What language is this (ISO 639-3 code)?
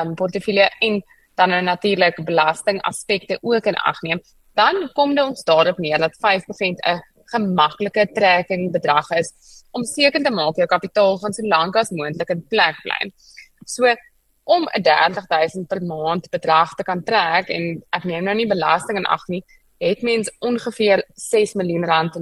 afr